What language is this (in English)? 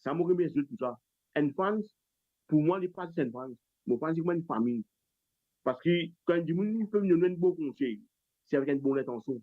Morisyen